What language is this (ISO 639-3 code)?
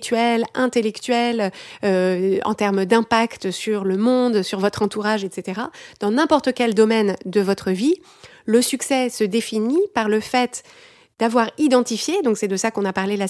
fra